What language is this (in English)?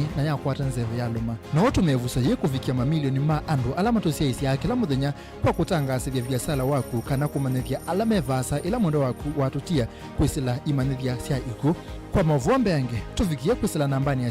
Kamba